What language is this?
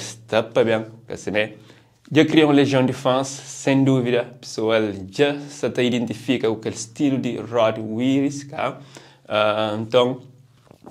Kabuverdianu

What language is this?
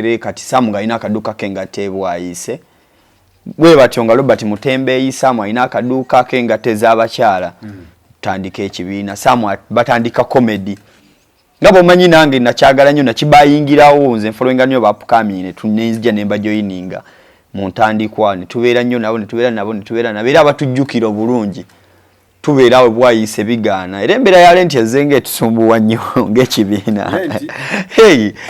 Ganda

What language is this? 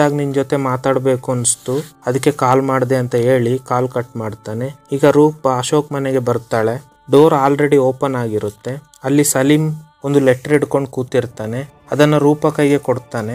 Kannada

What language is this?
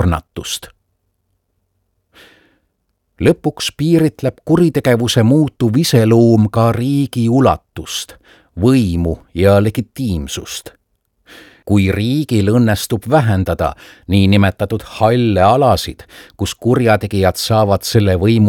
Estonian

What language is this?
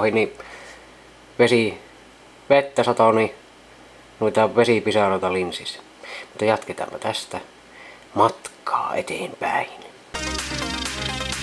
Finnish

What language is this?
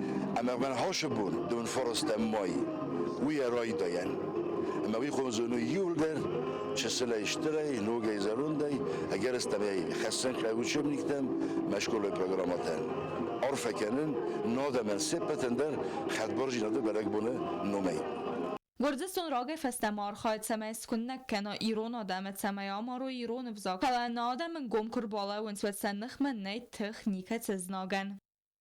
Ossetic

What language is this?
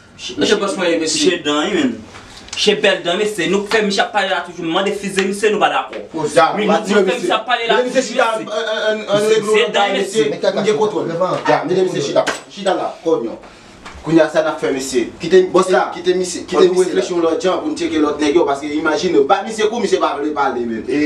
Haitian Creole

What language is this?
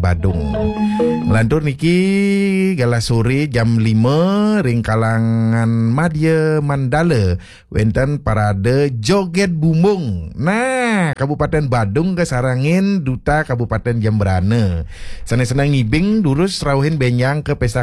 Balinese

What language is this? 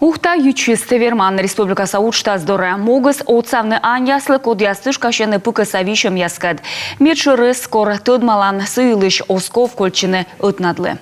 Komi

